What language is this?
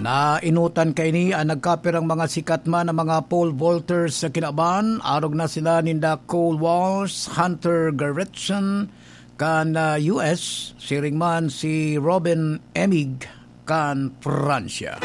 Bikol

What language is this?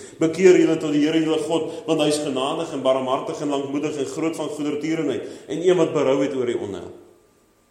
Afrikaans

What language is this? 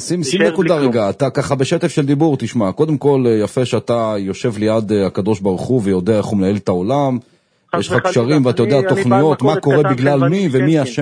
Hebrew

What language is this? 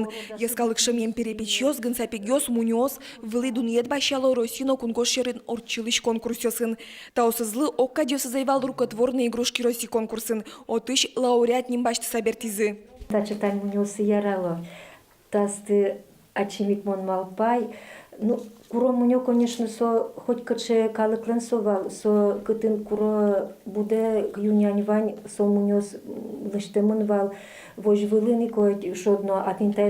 Udmurt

